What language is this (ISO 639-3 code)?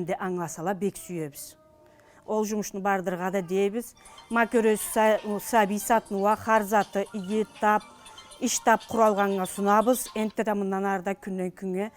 krc